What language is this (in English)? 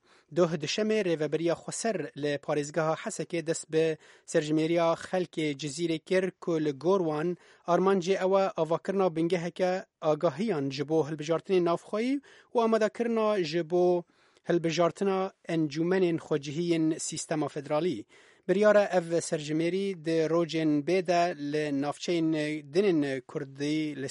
Kurdish